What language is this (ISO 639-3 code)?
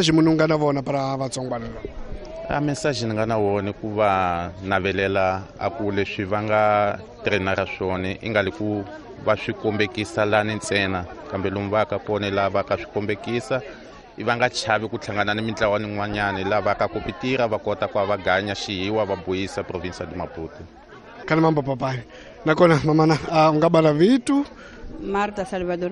tso